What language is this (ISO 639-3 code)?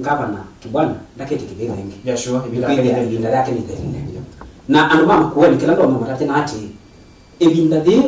kam